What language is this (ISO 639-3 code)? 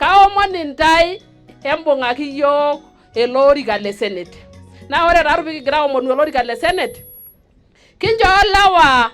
mas